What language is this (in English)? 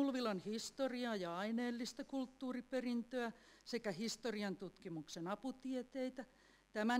Finnish